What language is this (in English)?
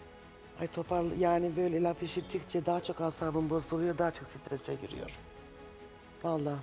Turkish